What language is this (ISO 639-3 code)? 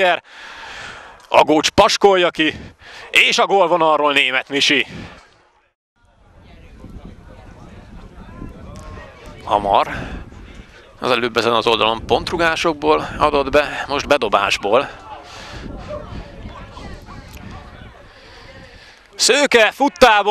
hun